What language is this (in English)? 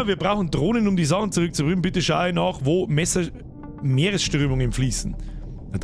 Bavarian